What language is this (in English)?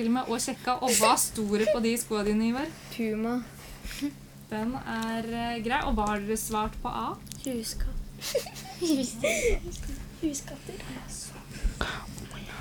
Norwegian